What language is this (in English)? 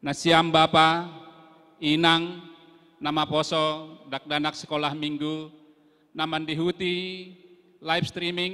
Batak Simalungun